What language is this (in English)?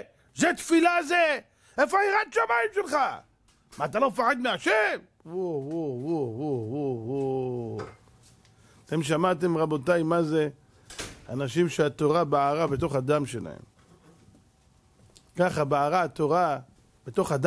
Hebrew